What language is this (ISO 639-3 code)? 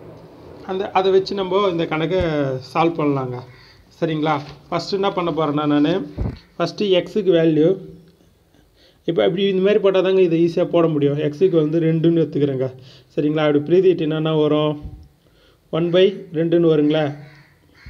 tam